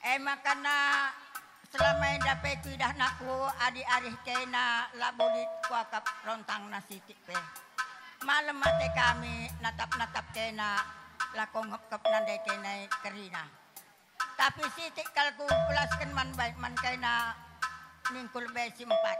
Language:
Batak Karo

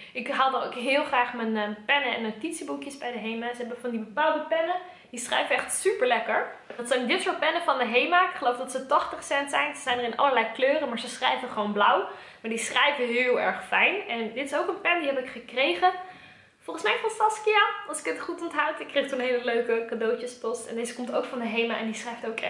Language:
Dutch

